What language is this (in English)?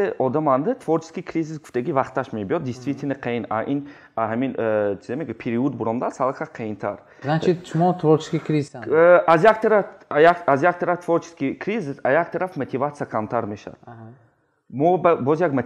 Tajik